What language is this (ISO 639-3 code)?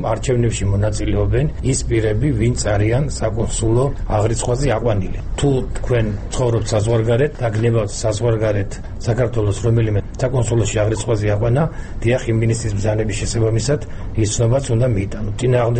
kat